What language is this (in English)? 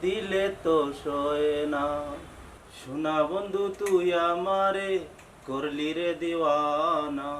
Sylheti